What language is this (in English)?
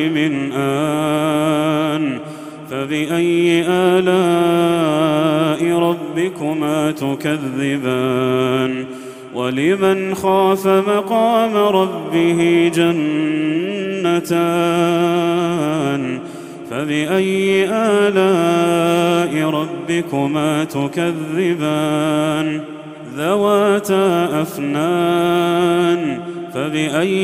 Arabic